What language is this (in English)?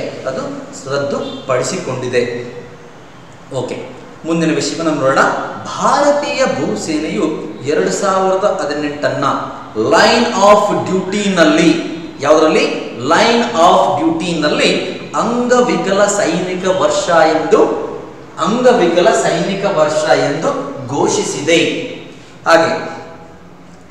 Kannada